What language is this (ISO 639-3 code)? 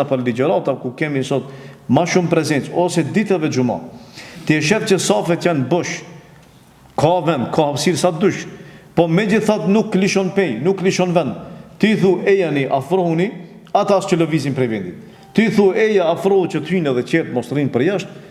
sqi